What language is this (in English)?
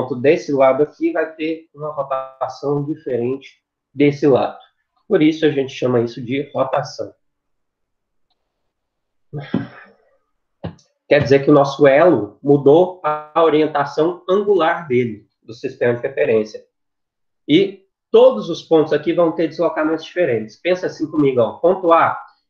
Portuguese